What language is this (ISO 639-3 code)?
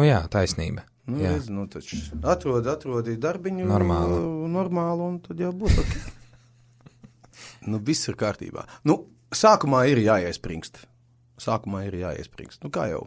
lav